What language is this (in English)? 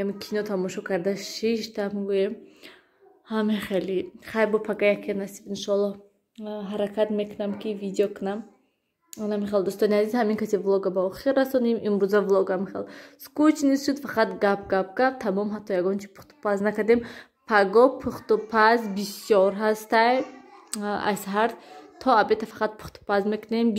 Tajik